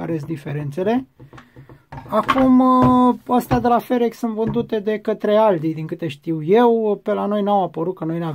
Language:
Romanian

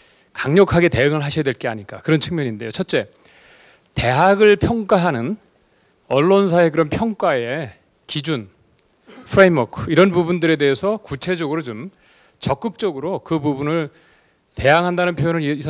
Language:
Korean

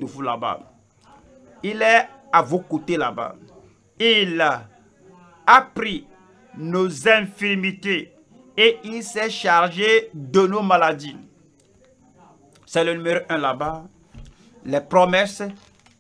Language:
French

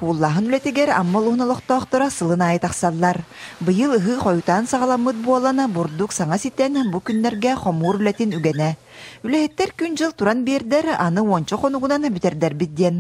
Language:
Yakut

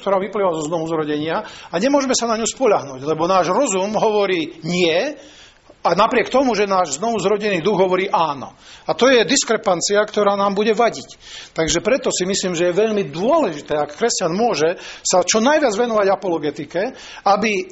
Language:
Slovak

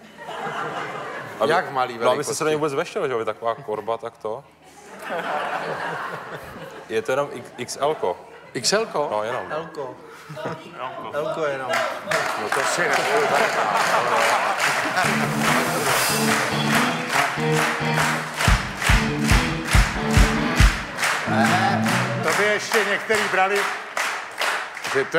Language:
Czech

